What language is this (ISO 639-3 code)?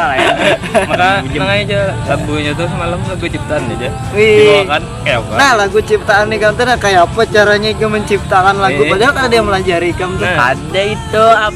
bjn